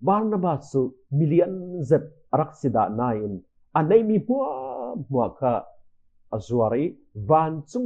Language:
Falam Chin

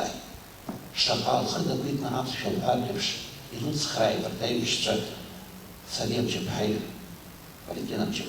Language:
Abkhazian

